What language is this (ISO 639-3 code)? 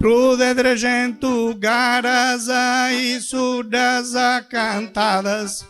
srd